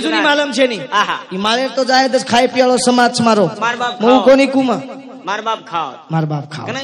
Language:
Lambadi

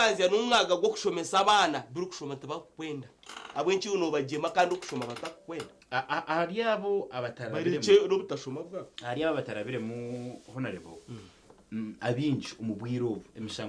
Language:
Nyankole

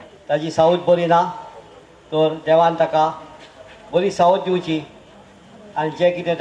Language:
Konkani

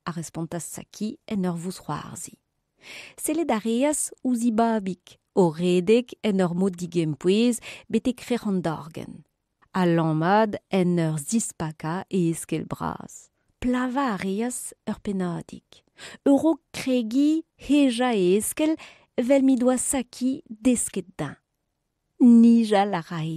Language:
Breton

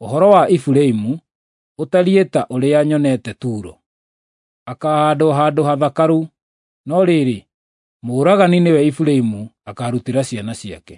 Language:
Kikuyu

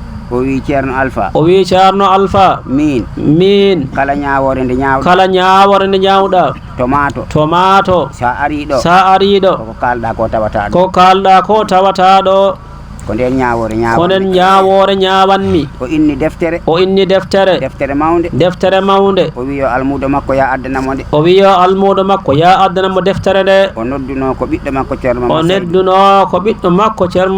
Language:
Fula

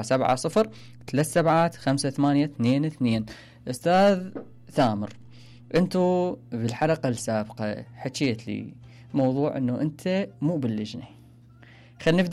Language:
Mesopotamian Arabic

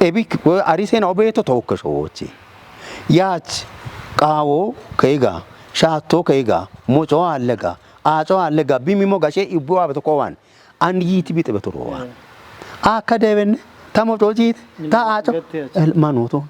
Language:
Kafa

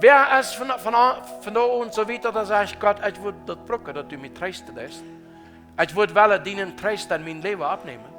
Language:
Plautdietsch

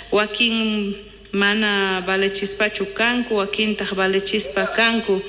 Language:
South Bolivian Quechua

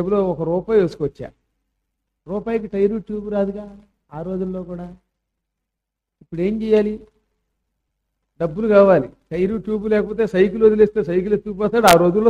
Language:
Telugu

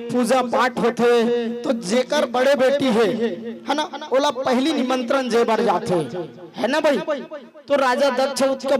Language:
Chhattisgarhi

